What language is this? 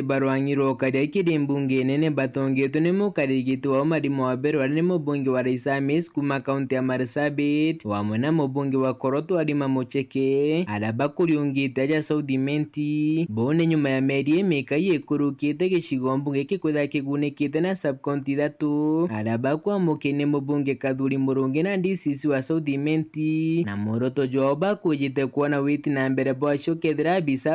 Meru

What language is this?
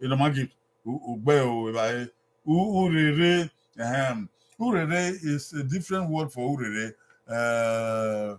Bini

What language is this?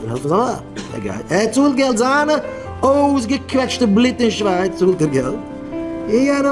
Yiddish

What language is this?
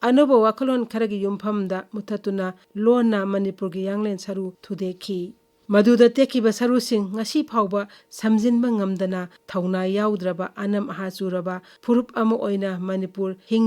Manipuri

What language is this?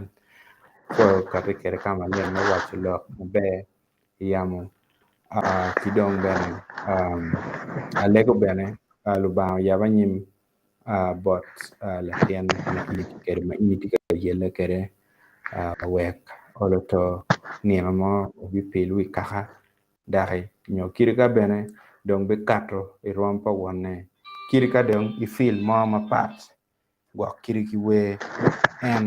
Acoli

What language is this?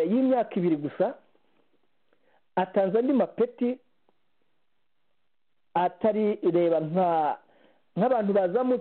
Kinyarwanda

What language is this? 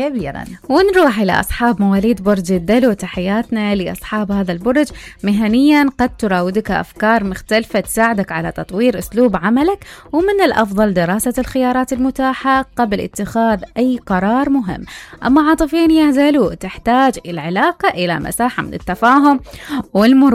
Mesopotamian Arabic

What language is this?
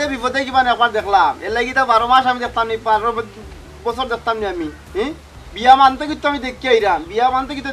Sylheti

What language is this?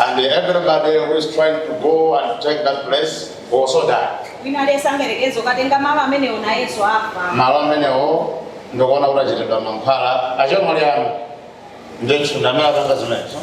Nyanja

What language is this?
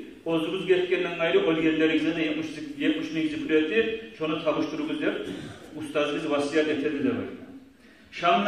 Kumyk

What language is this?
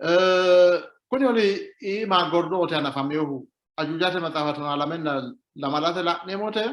Sidamo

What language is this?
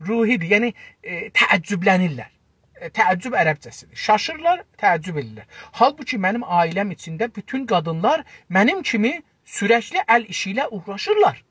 South Azerbaijani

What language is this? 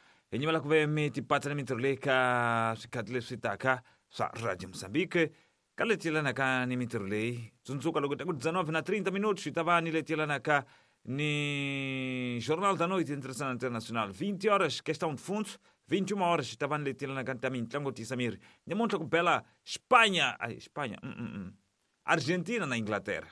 Tsonga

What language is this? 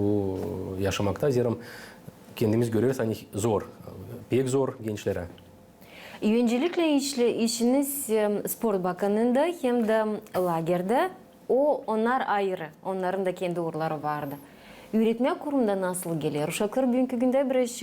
Gagauz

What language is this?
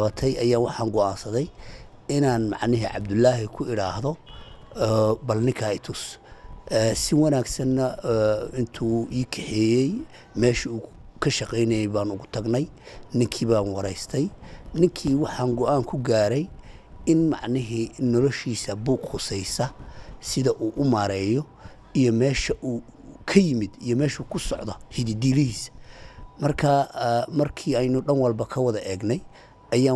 Somali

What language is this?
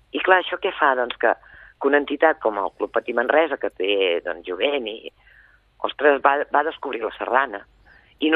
Catalan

